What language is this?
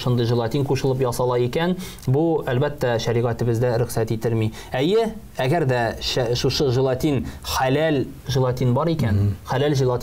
Tatar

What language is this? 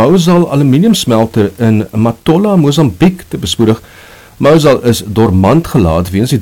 Afrikaans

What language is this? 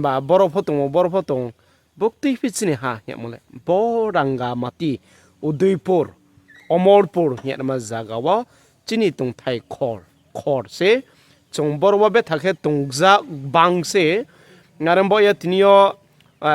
Riang (India)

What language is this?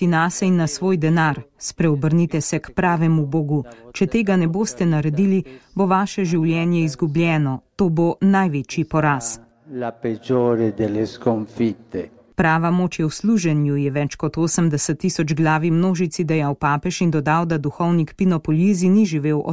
Slovenian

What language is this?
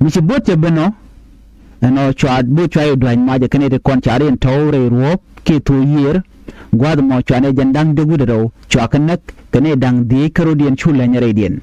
Nuer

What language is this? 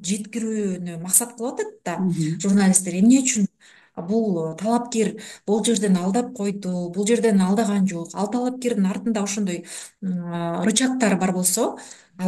Kyrgyz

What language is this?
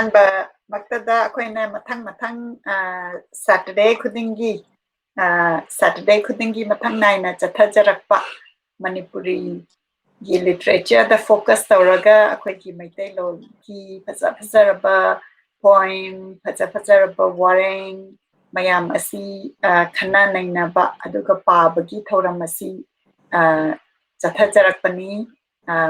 Manipuri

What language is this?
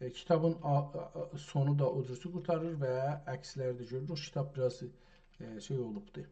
South Azerbaijani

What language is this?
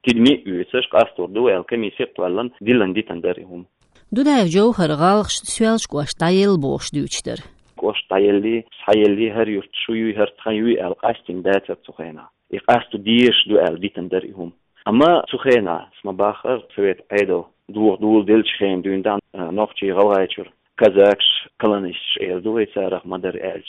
Chechen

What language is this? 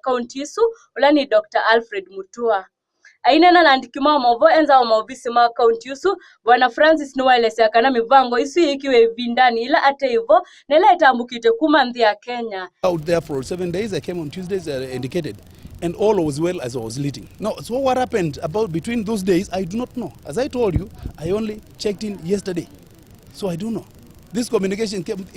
Kamba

